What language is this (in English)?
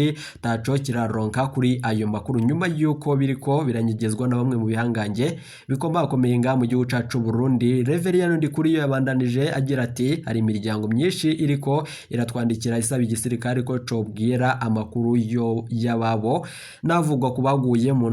Rundi